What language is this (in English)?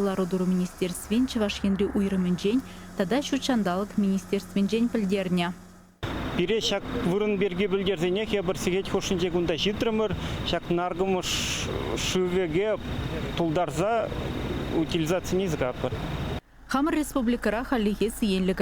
Chuvash